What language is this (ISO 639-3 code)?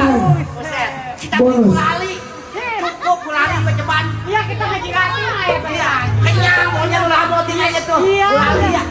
bew